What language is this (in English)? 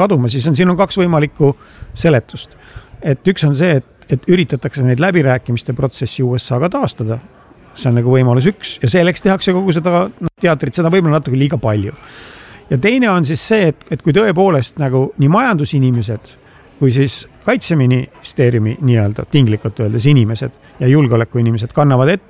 Estonian